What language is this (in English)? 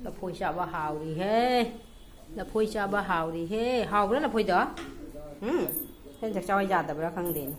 Manipuri